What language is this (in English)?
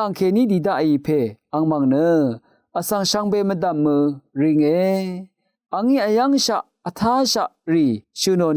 Rawang